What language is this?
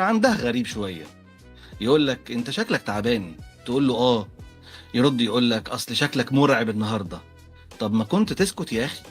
Egyptian Arabic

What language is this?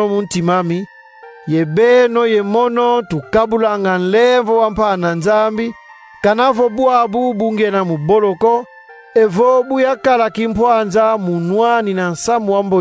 Kongo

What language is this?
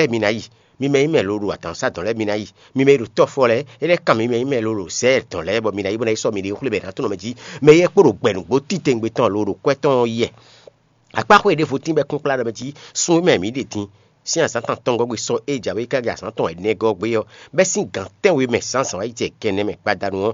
Fon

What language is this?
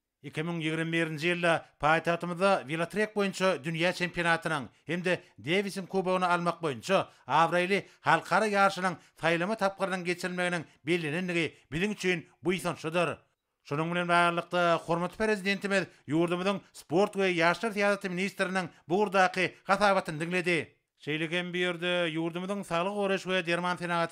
Turkmen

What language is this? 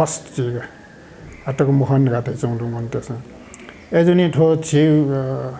Newari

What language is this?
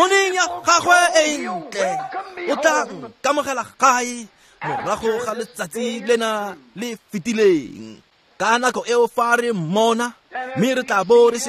Tswana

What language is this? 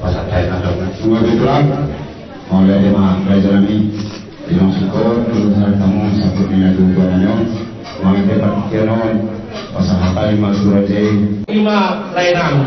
Batak Toba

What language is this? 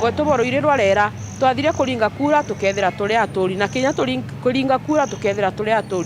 Meru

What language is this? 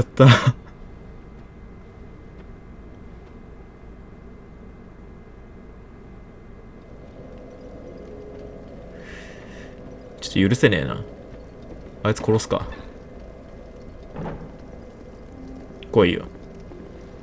Japanese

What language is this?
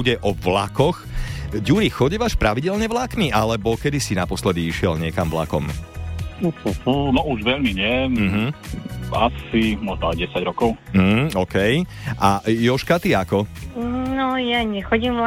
Slovak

